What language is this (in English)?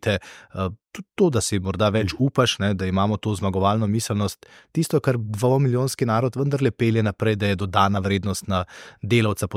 Slovenian